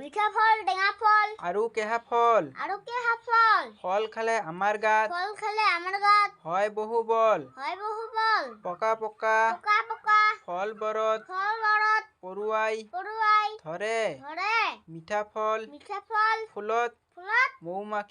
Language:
Assamese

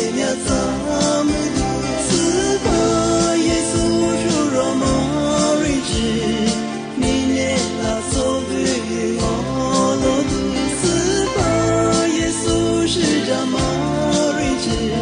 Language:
Lisu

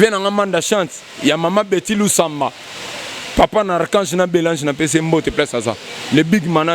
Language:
Lingala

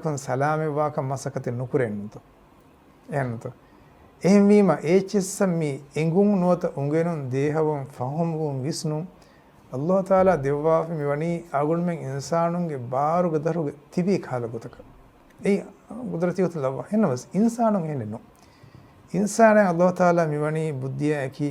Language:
Divehi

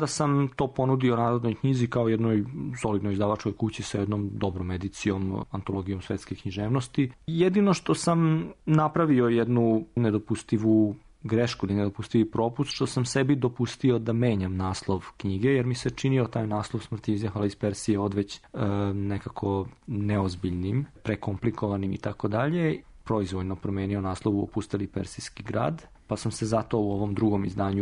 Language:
Serbian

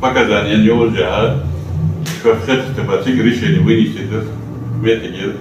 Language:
Ingush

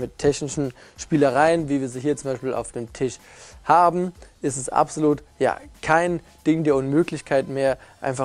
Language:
German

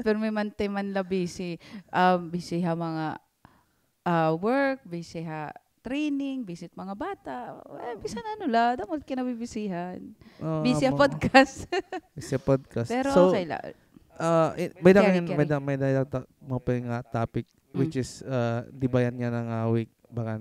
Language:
Waray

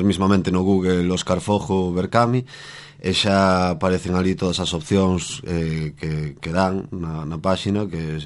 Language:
Galician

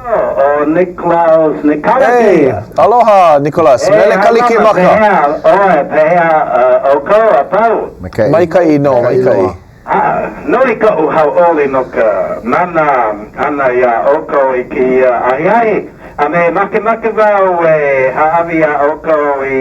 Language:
Hawaiian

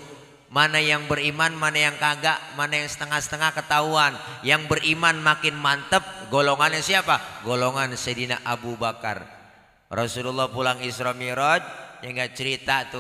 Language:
Betawi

